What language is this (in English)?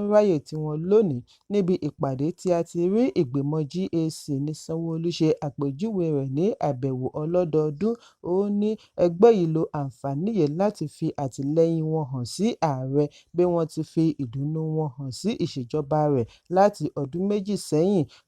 Yoruba